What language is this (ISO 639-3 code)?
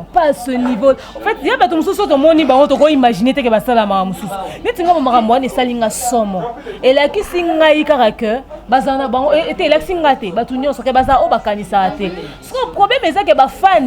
lin